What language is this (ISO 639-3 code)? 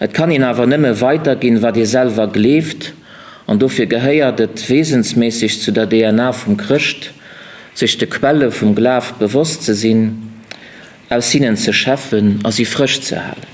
ltz